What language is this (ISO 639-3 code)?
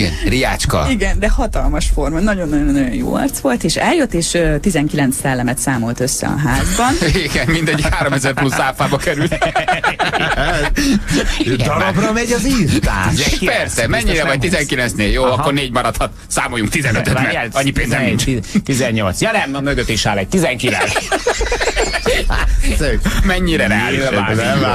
hun